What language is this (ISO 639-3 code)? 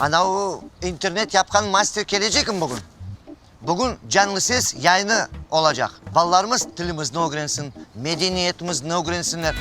crh